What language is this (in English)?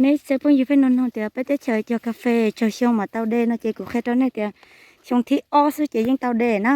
Hmong